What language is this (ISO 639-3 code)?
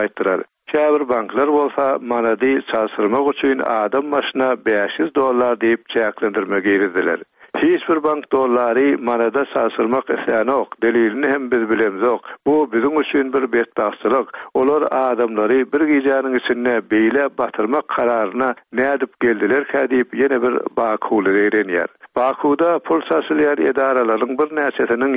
tuk